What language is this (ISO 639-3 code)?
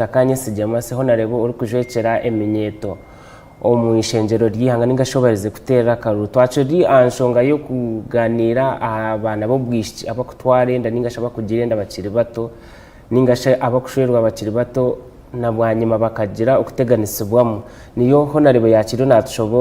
nyn